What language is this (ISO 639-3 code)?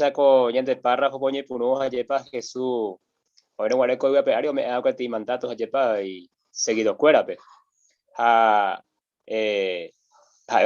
grn